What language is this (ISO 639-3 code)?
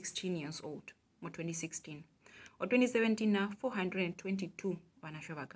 her